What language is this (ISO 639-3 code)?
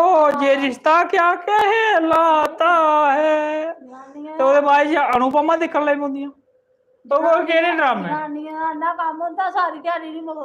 doi